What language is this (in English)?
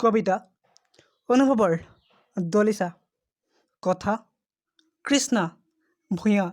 Assamese